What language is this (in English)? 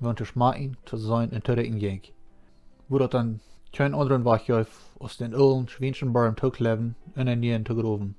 Plautdietsch